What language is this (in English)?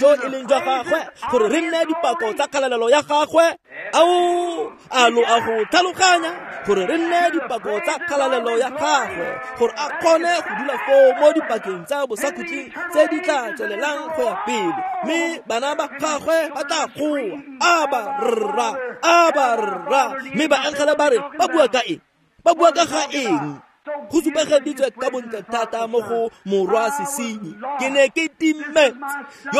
Tswana